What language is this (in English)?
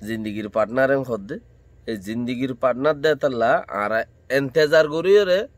Rohingya